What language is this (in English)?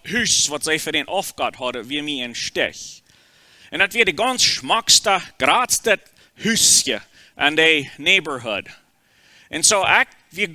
Plautdietsch